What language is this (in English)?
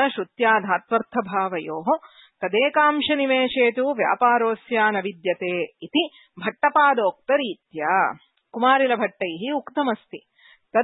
Sanskrit